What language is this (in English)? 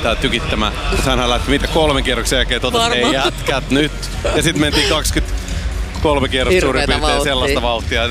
Finnish